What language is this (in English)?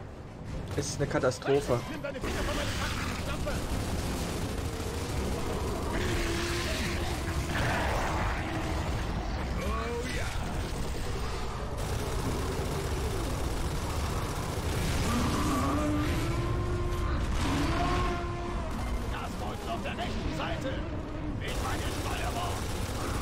German